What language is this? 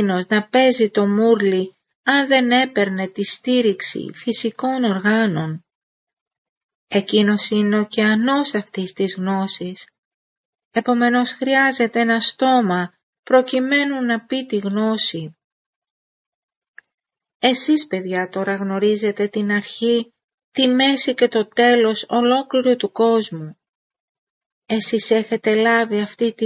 Greek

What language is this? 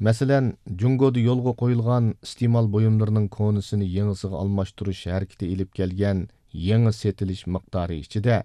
Uyghur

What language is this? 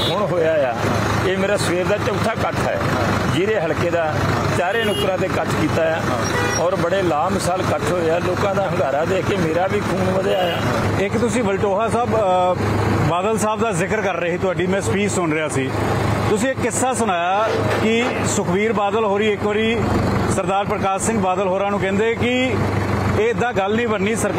Punjabi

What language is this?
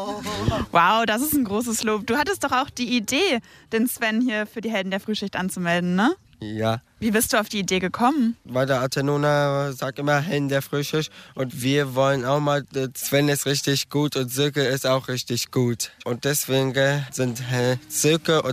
German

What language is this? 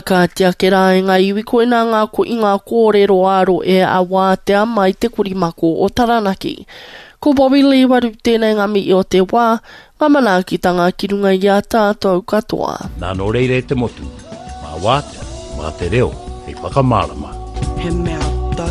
Māori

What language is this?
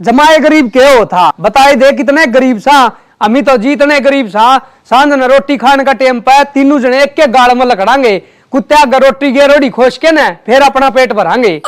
Haryanvi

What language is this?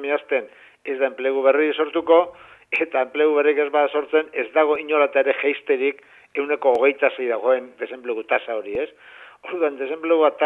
Basque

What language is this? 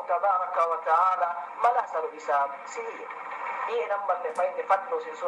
Yakan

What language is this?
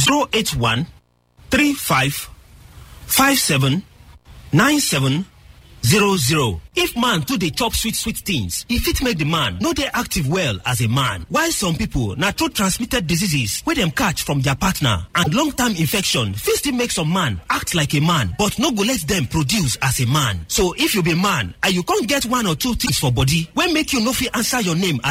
Nigerian Pidgin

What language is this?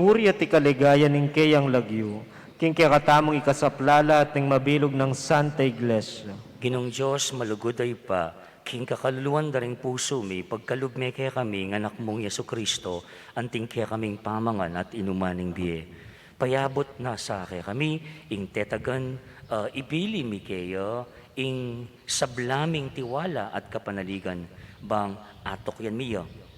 Pampanga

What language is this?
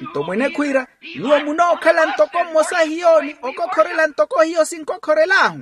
Makhuwa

